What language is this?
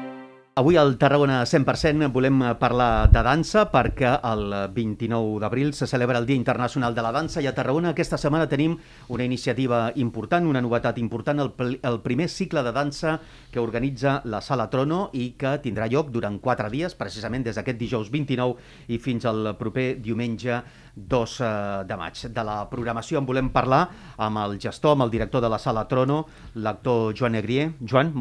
Catalan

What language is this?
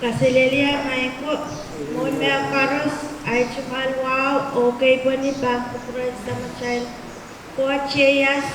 Pohnpeian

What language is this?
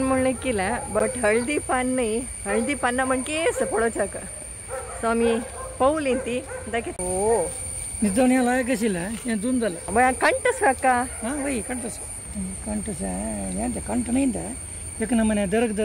Konkani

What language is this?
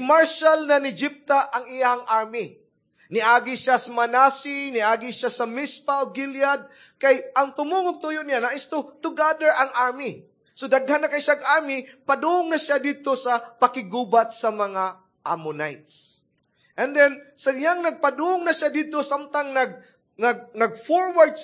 Cebuano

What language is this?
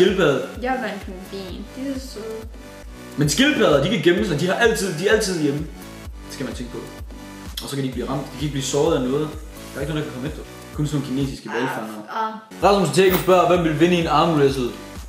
Danish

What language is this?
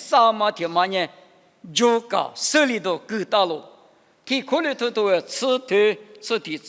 Lisu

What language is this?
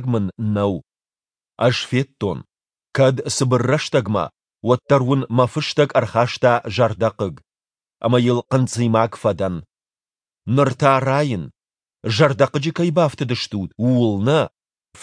Ossetic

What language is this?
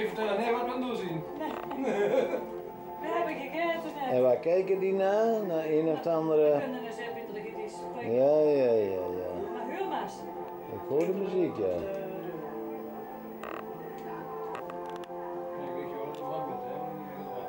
Dutch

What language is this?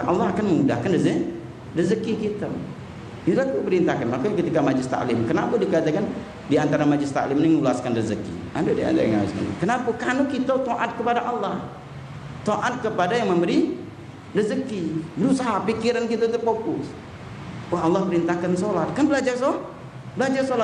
Musi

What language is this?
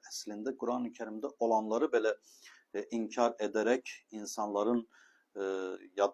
Azerbaijani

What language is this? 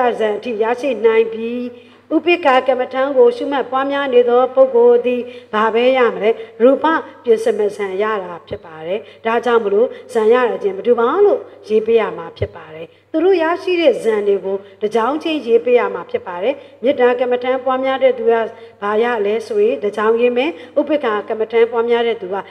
Burmese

